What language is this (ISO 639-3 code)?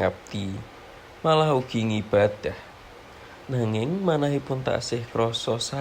jav